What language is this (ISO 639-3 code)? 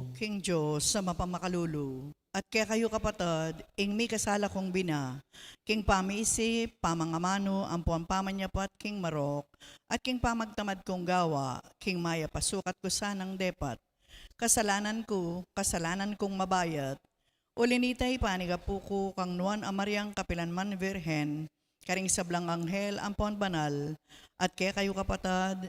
pam